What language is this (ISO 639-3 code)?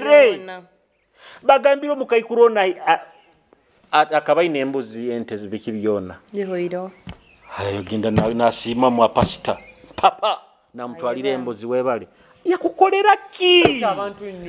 nyo